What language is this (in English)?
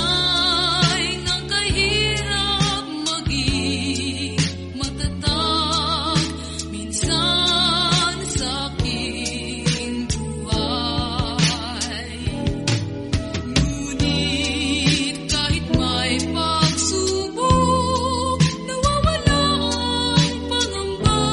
Filipino